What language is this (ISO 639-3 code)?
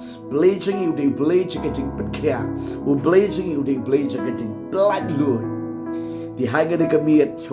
kha